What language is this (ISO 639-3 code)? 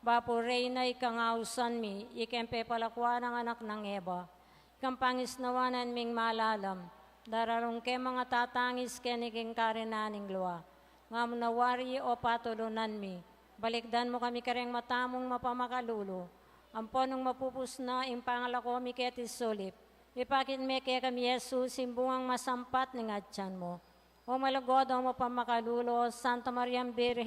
pam